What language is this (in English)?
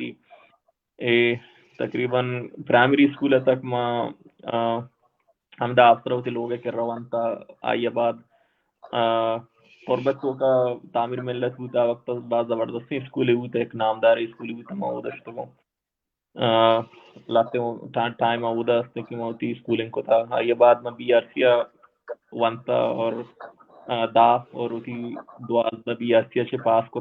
Baluchi